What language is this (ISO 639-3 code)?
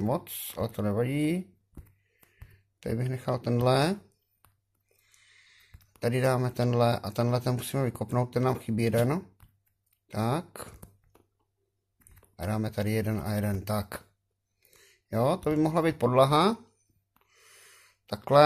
ces